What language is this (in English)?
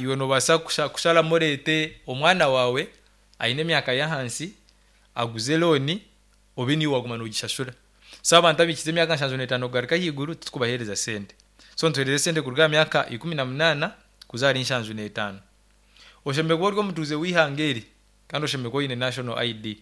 Nyankole